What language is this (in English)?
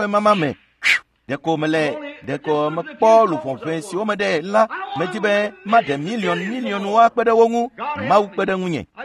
Ewe